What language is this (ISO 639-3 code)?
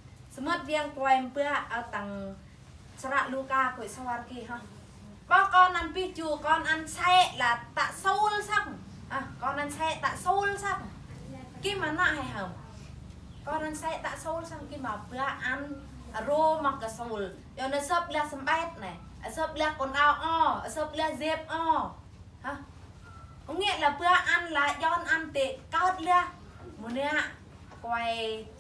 bru